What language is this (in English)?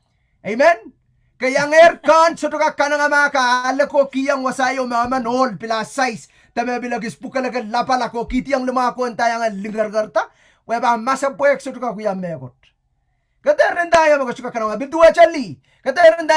Pohnpeian